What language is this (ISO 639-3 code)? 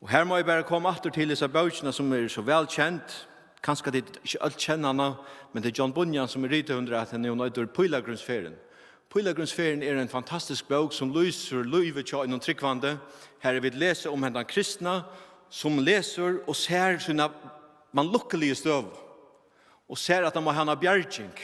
fao